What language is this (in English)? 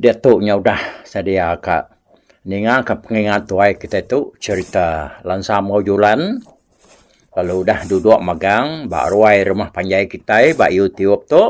Iban